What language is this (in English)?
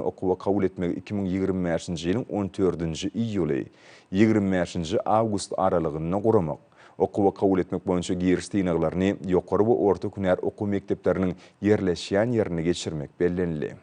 Turkmen